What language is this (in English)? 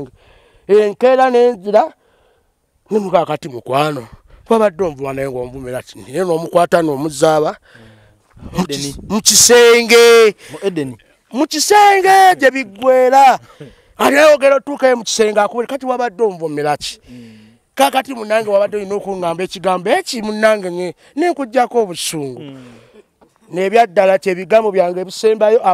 Ganda